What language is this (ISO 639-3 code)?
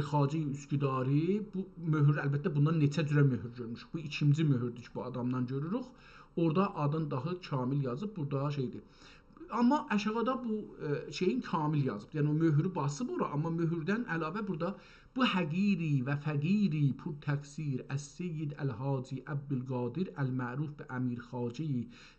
azb